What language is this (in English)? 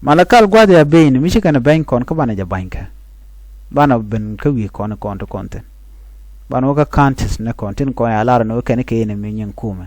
Nuer